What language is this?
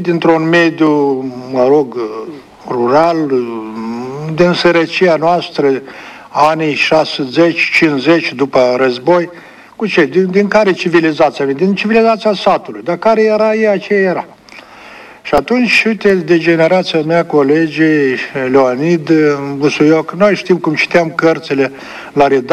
Romanian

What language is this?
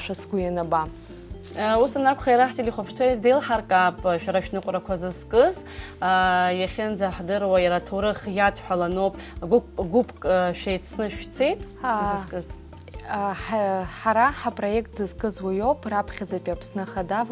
Abkhazian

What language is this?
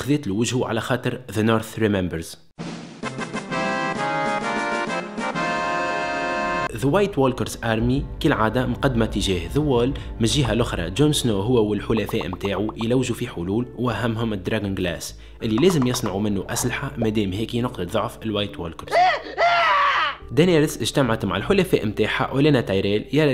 Tunisian Arabic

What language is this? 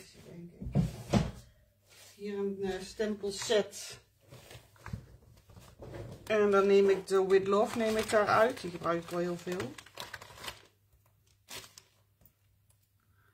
Dutch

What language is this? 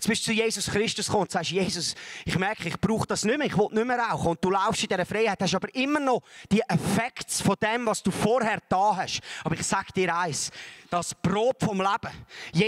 Swiss German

